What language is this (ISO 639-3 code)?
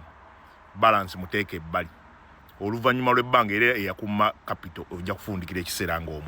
lug